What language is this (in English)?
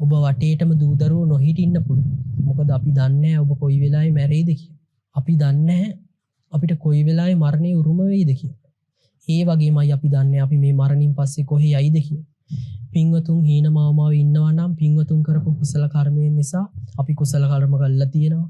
Sinhala